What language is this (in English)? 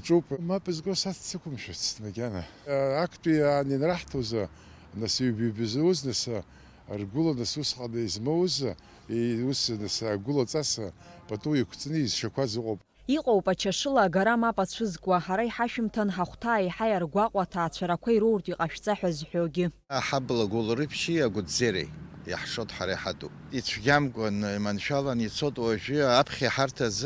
Abkhazian